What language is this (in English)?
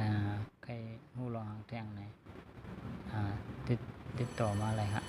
Shan